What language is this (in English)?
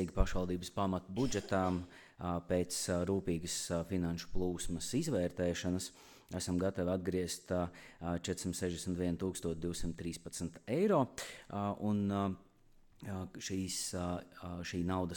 Latvian